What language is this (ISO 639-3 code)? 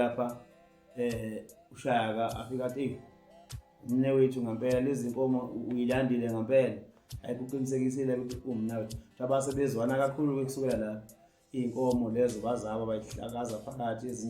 zul